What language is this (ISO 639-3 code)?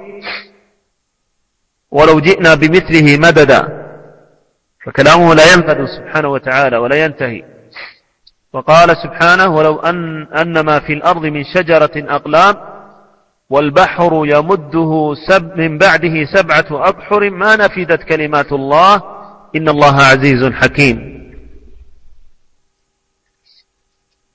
ara